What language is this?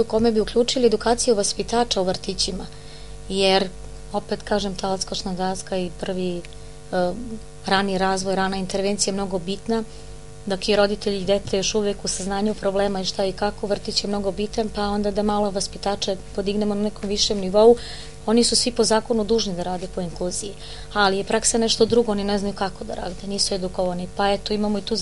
Serbian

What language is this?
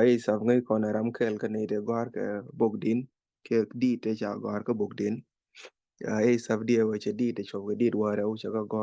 Nuer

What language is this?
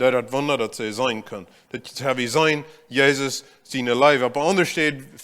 Plautdietsch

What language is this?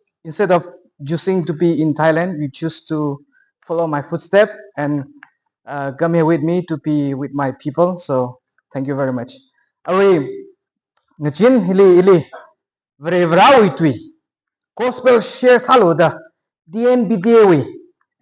Tangkhul Naga (India)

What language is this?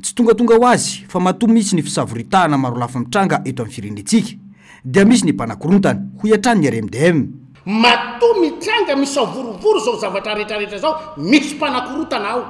Malagasy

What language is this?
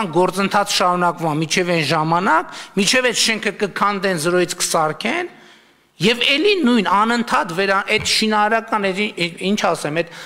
Armenian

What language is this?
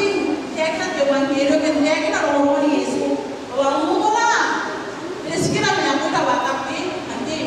Gilbertese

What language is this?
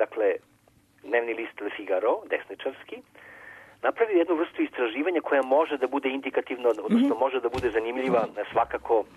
Serbian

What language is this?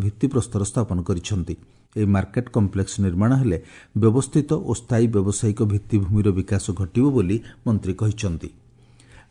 Odia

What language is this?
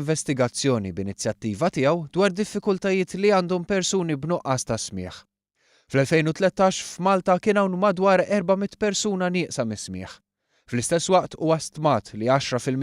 Maltese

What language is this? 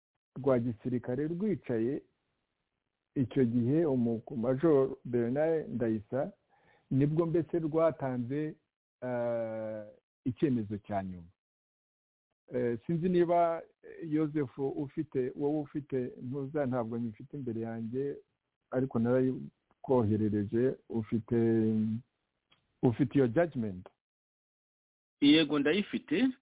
Kinyarwanda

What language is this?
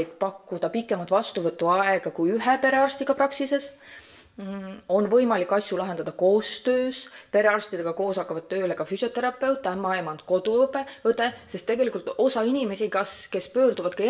Estonian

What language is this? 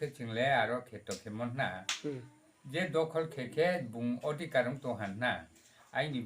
Riang (India)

